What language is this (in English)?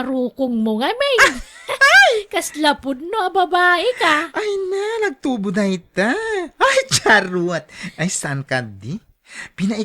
Iloko